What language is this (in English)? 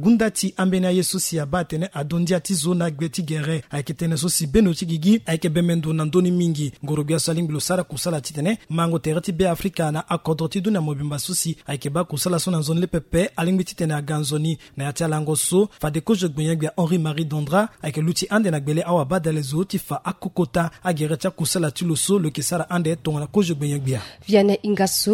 Sango